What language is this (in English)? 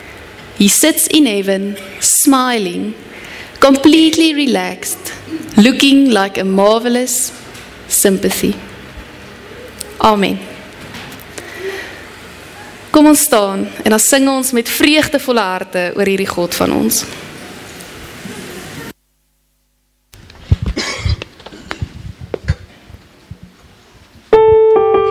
Afrikaans